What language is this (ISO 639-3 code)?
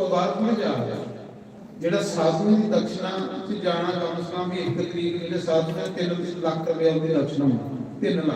doi